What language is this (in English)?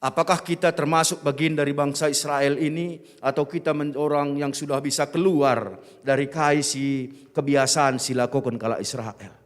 Batak Karo